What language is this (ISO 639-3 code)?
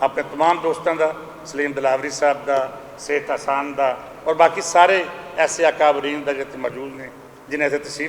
lah